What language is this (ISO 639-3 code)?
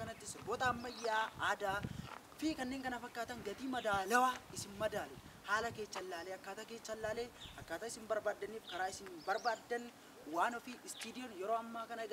orm